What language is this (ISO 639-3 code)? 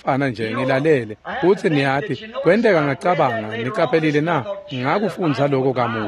ssw